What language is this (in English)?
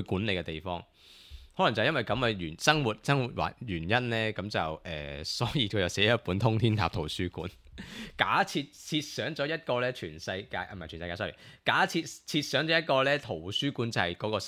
Cantonese